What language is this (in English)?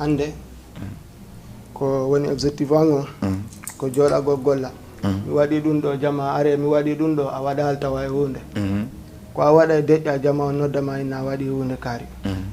Fula